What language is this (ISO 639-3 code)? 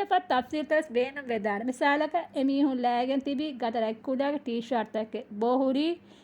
div